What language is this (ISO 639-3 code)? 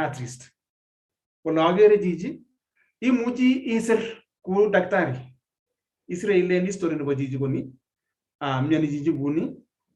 kln